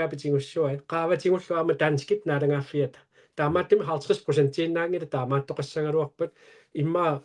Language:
Kalaallisut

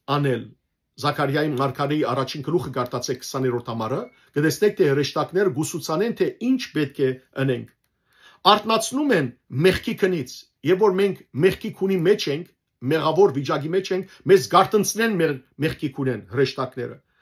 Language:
Western Armenian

